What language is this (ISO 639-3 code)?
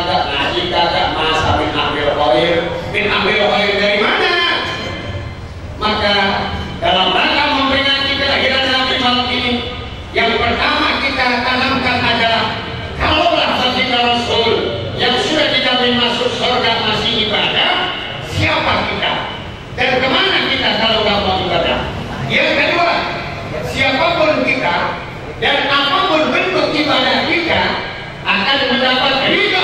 ind